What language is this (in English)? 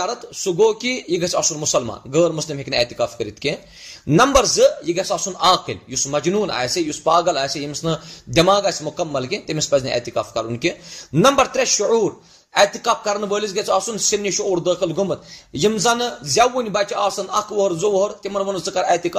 Kashmiri